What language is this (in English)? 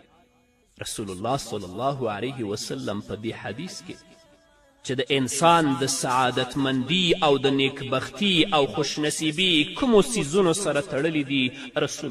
Pashto